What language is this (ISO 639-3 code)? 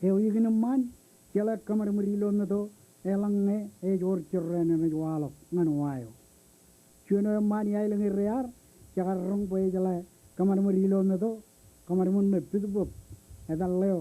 mah